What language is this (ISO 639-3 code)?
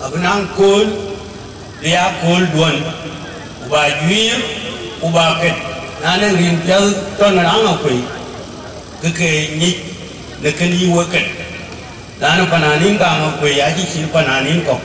din